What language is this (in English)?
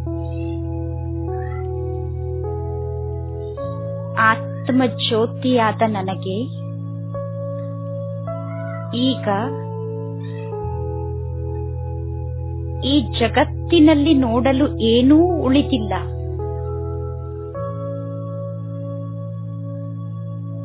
Kannada